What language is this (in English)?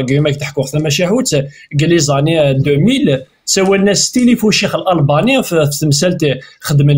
Kabyle